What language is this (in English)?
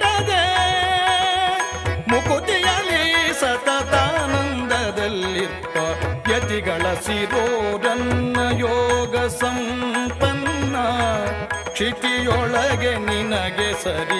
Kannada